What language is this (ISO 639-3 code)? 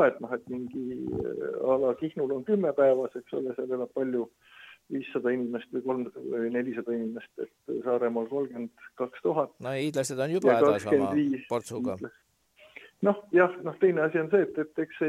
est